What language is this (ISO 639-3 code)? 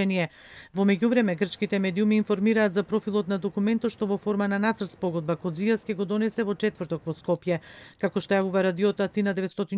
mkd